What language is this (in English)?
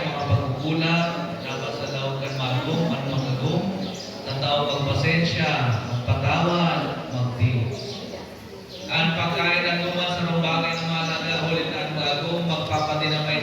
Bikol